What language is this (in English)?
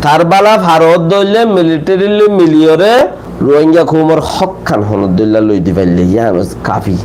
Rohingya